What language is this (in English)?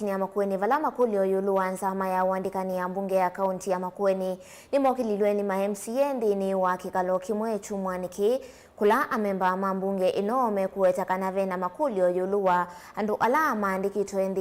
Kamba